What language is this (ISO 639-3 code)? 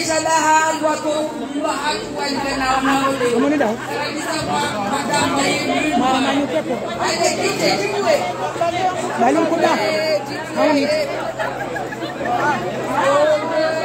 swa